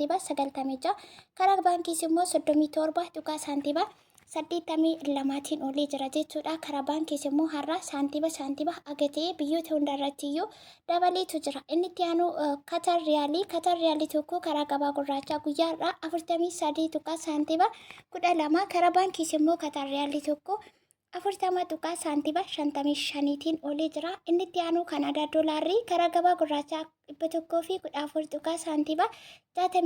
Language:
Oromo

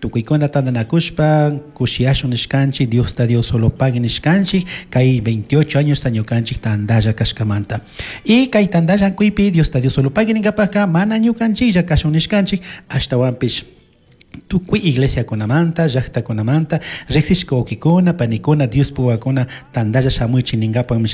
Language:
Chimborazo Highland Quichua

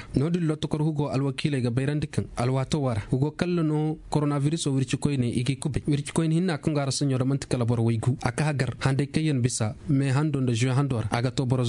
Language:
Zarma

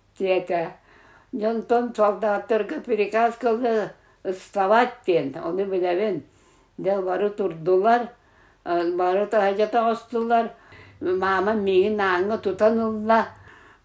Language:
Yakut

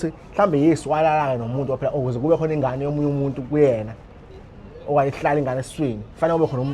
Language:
Zulu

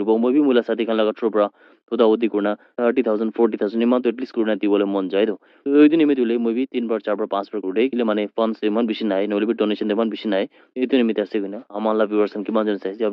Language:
Naga Pidgin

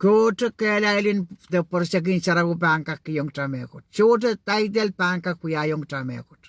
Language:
Pohnpeian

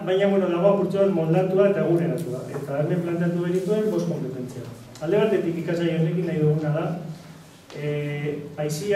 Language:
Basque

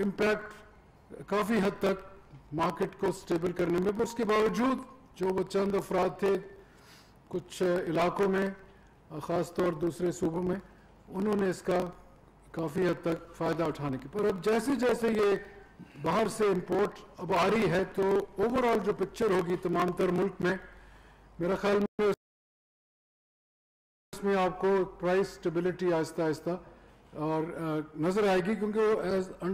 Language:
Urdu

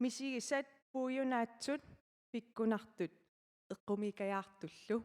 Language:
Kalaallisut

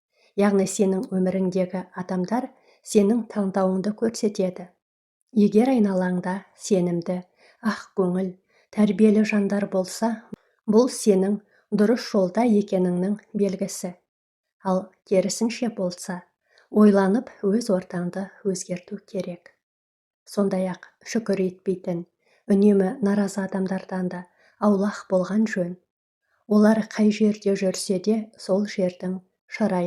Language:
Kazakh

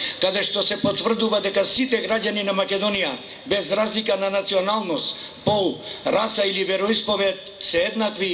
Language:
Macedonian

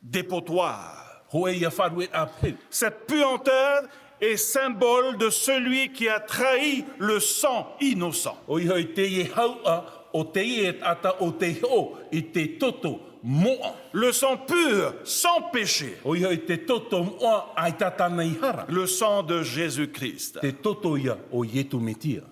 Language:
Tahitian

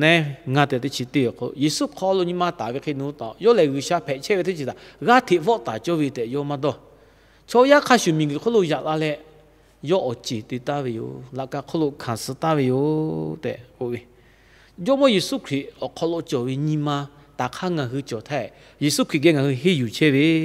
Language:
Lahu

